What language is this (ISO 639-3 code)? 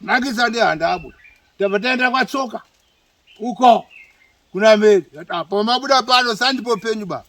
sna